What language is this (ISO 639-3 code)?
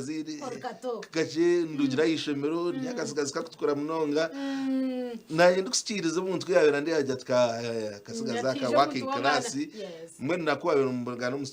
nyn